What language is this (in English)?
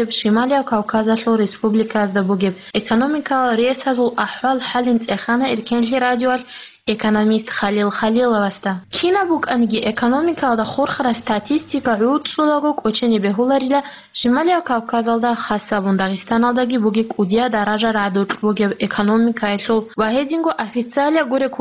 Avaric